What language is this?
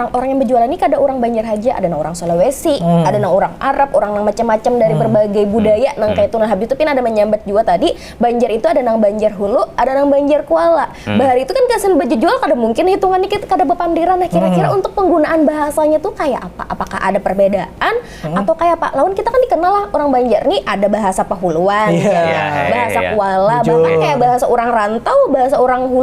Banjar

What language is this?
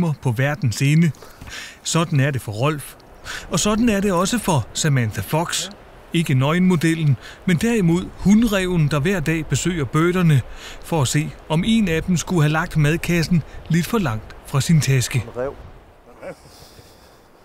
Danish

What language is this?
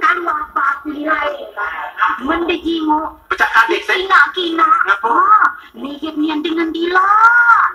Musi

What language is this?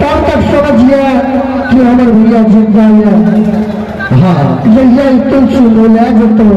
Maithili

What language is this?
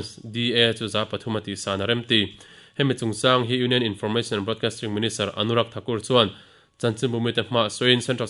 Mizo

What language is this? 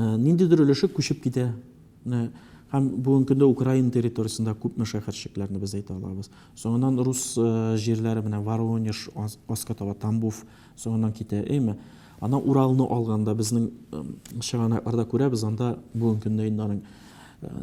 Tatar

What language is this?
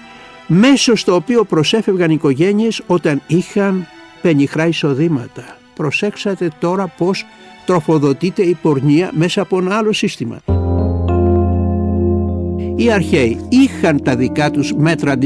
Greek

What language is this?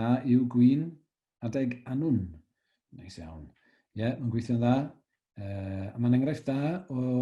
Welsh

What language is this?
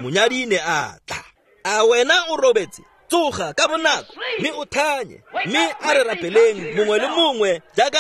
Tswana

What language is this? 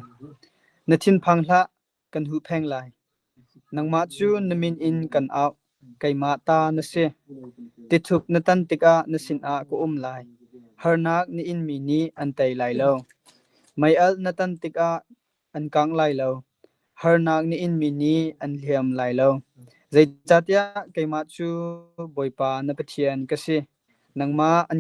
Hakha Chin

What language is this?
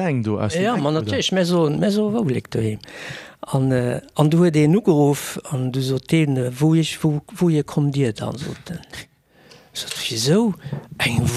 Luxembourgish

